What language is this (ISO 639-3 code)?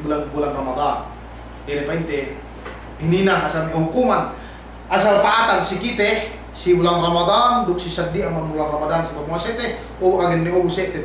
yka